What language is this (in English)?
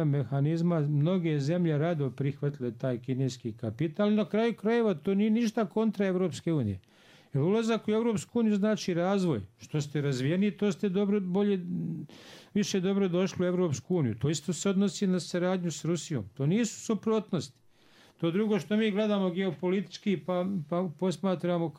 Bosnian